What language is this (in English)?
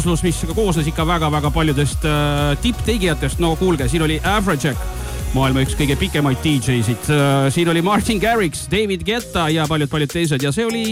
Estonian